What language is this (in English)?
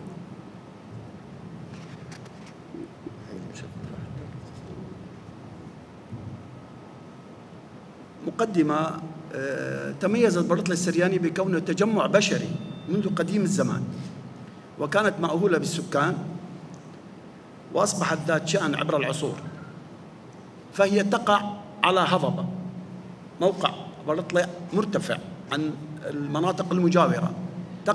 Arabic